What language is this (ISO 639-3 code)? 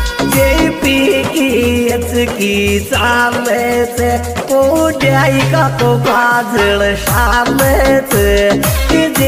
hin